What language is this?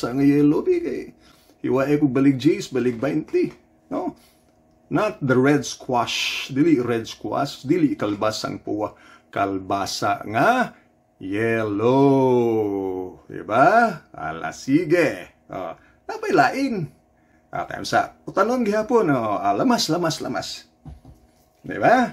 Cebuano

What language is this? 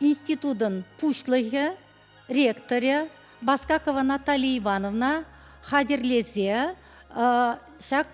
Chuvash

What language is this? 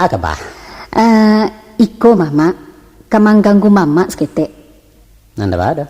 Minangkabau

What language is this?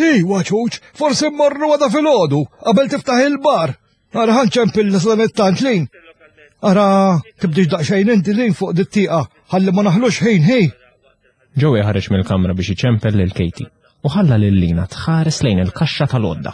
Maltese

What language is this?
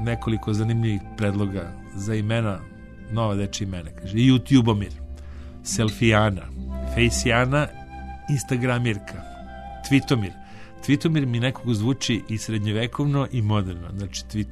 Serbian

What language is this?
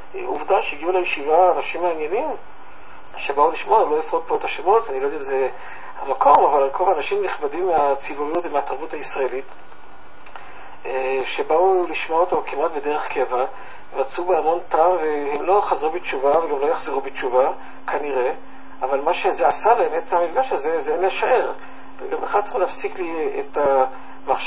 Hebrew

